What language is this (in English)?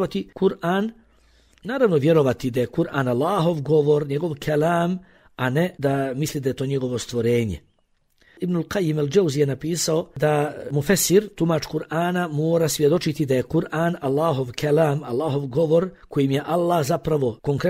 Bosnian